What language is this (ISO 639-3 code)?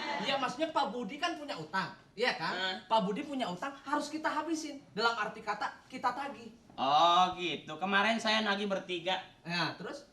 bew